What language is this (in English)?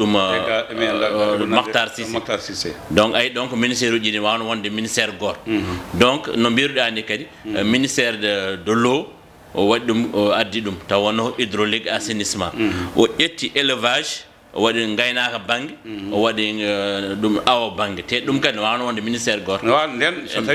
Fula